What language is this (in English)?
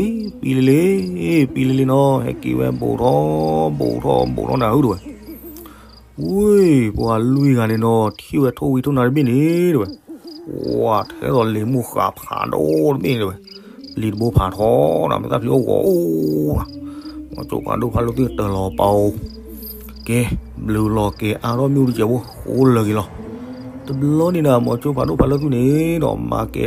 S'gaw Karen